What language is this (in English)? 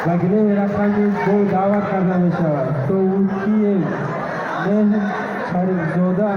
Tajik